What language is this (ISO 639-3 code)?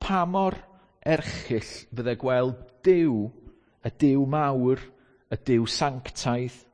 cym